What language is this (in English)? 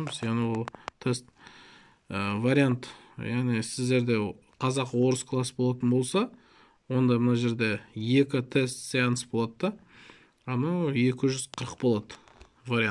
Kazakh